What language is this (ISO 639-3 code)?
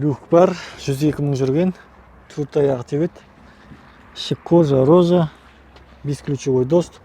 kaz